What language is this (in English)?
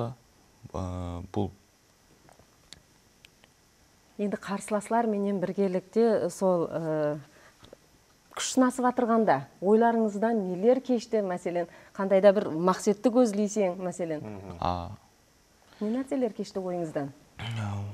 Kara-Kalpak